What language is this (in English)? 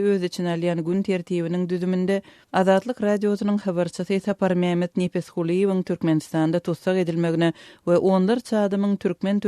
Turkmen